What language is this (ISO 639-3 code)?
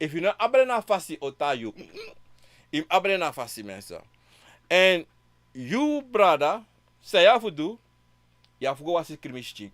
srn